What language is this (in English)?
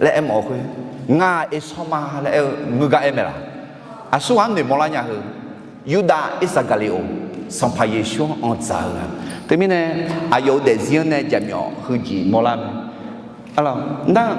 Akha